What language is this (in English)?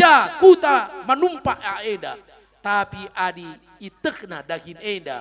Batak Karo